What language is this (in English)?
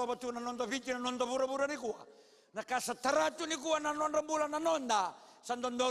Fijian